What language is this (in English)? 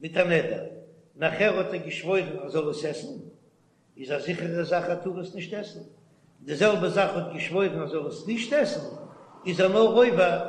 Yiddish